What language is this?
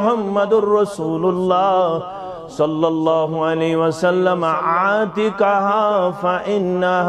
Kashmiri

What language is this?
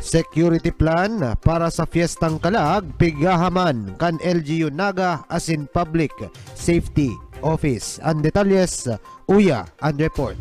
Bikol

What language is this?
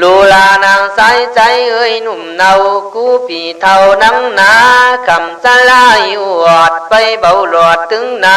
Khün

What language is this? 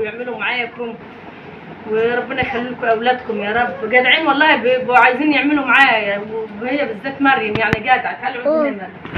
Egyptian Arabic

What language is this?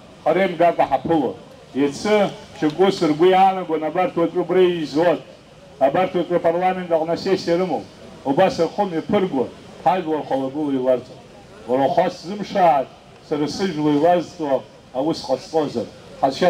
Abkhazian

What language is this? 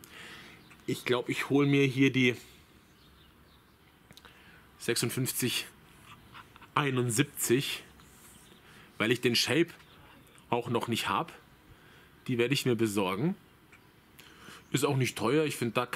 German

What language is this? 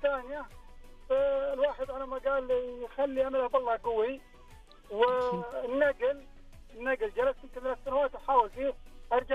Najdi Arabic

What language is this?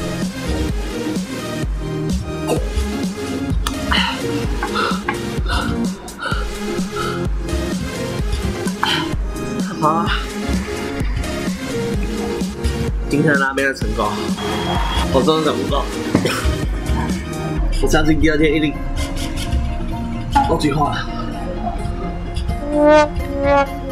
Chinese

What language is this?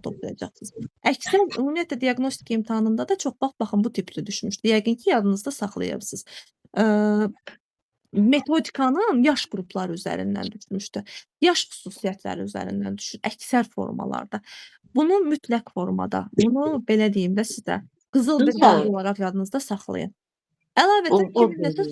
Azerbaijani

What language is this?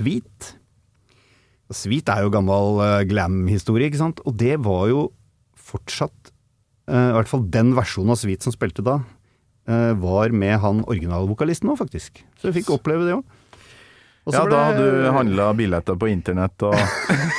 Norwegian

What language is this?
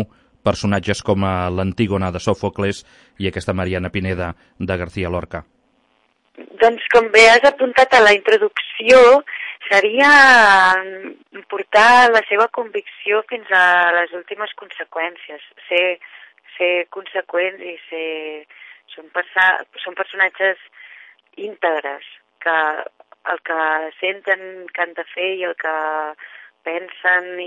Catalan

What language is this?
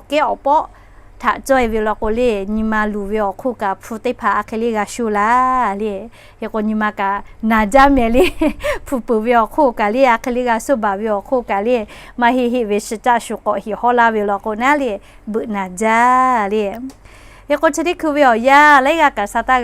Lahu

